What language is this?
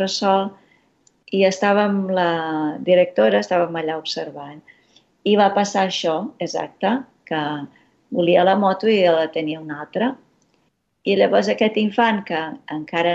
Catalan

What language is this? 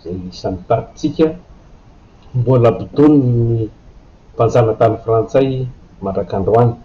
Malagasy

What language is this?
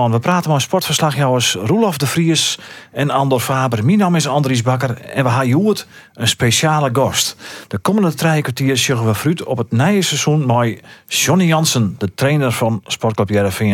Western Frisian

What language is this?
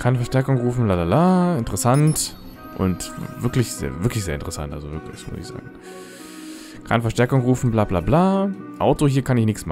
German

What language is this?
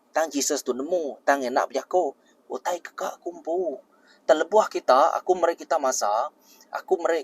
Iban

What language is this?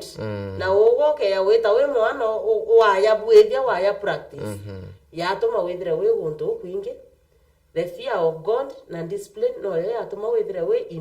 Meru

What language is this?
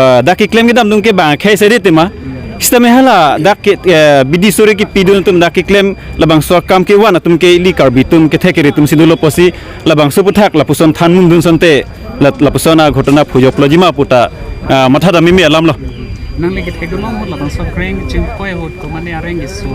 Karbi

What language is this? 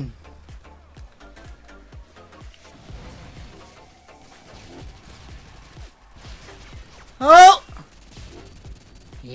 Dutch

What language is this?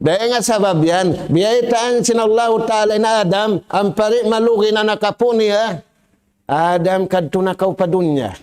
Tausug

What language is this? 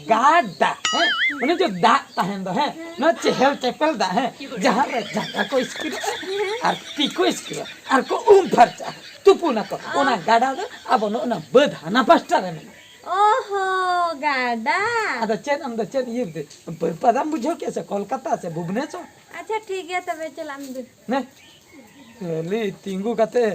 Santali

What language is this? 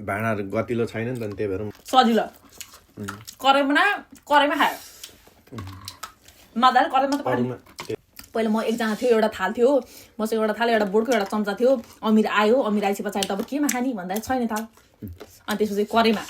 Nepali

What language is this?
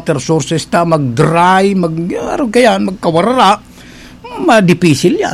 Bikol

